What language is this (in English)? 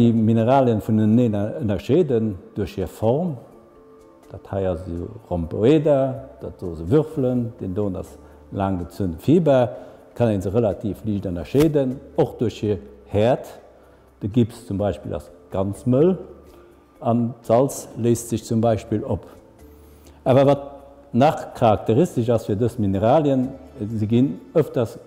Luxembourgish